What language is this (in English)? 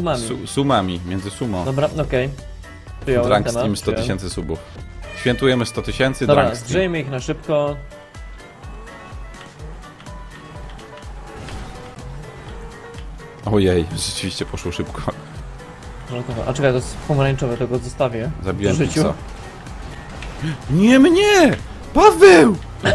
Polish